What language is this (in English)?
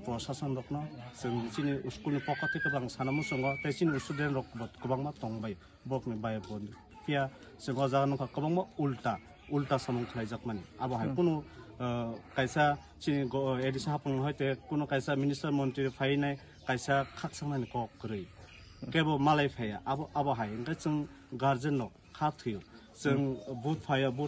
Kok Borok